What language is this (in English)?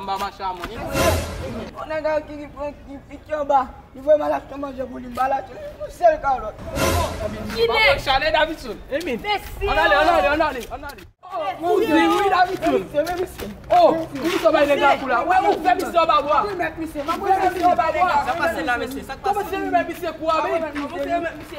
Haitian Creole